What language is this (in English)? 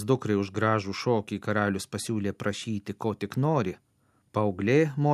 Lithuanian